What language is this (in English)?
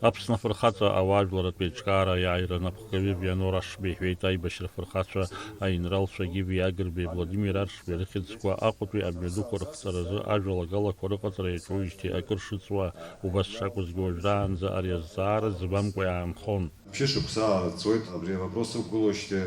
Abkhazian